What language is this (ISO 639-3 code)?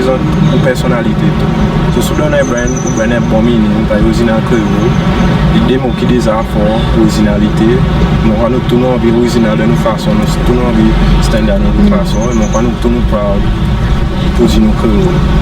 crs